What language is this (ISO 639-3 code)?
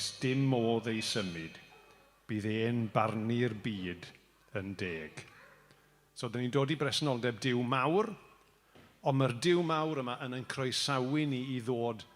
cym